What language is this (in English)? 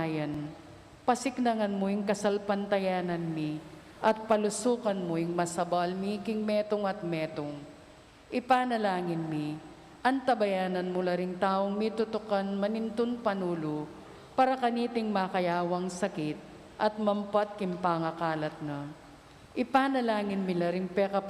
Pampanga